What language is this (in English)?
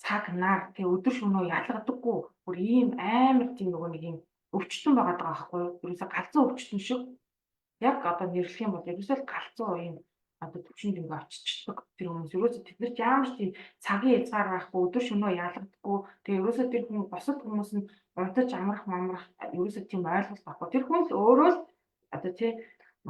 Mongolian